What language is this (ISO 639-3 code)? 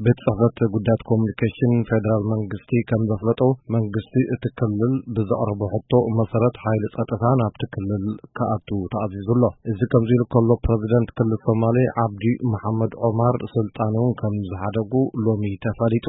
tir